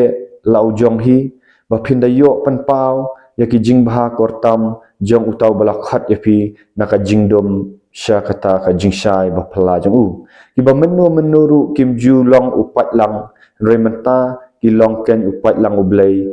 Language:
Khasi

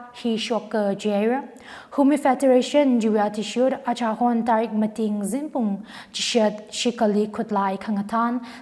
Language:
Tangkhul Naga (India)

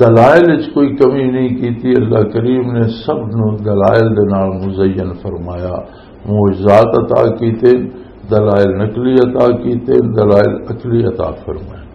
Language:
Western Panjabi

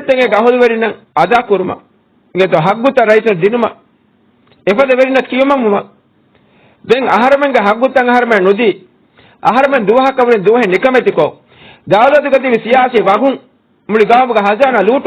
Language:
Divehi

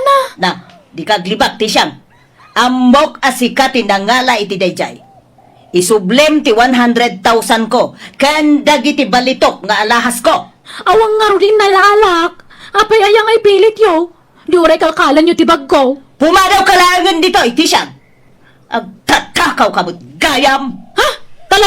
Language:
Iloko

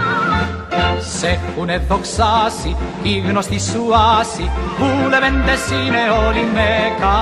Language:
Greek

